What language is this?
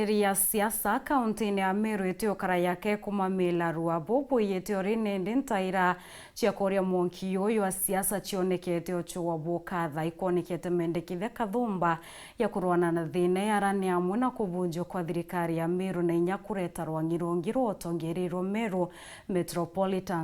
Meru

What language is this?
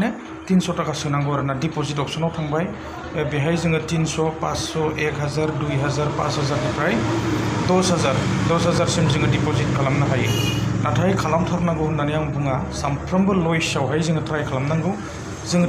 Bodo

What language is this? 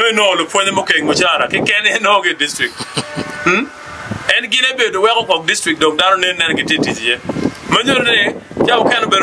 Acoli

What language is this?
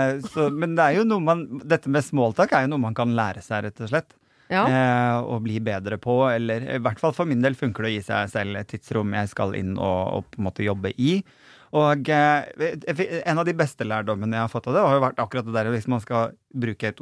Norwegian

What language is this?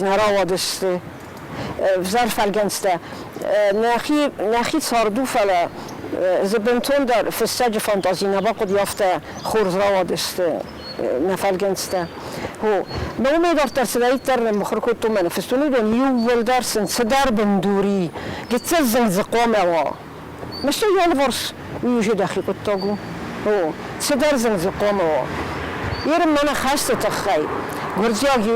Ossetic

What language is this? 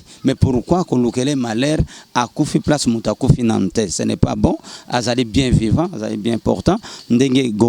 Lingala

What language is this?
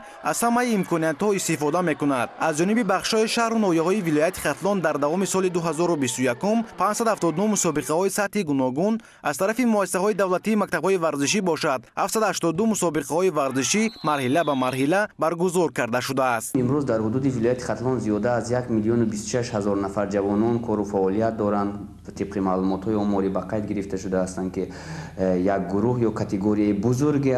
Tajik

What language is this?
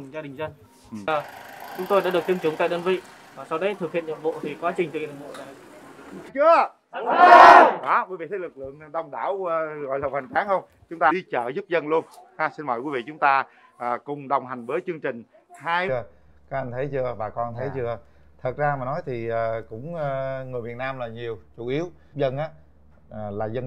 Vietnamese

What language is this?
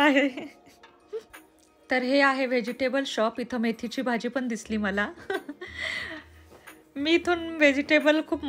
Marathi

